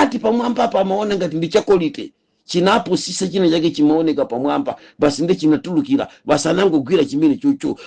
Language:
Nyanja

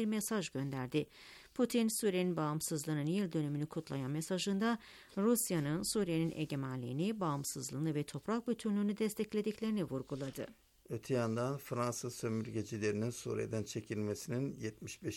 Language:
Turkish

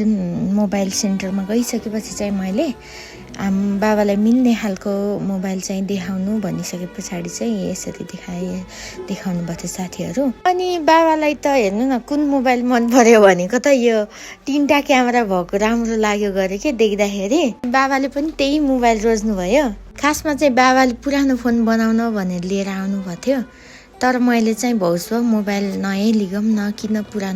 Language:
Nepali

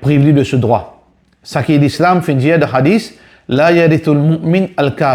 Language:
Morisyen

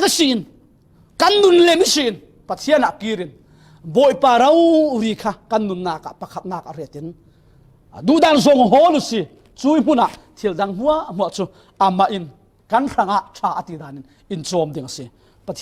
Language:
Falam Chin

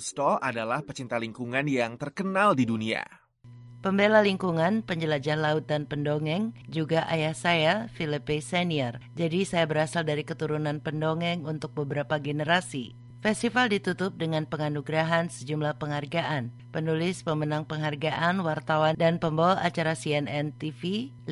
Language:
Indonesian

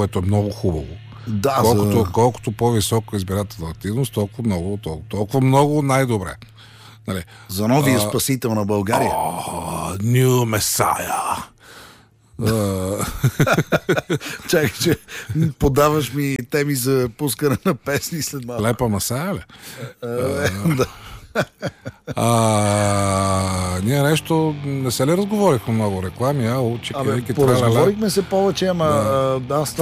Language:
Bulgarian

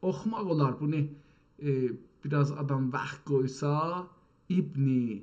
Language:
South Azerbaijani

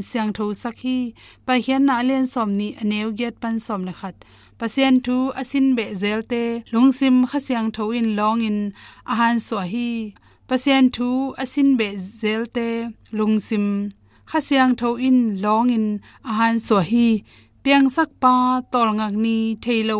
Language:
Tedim Chin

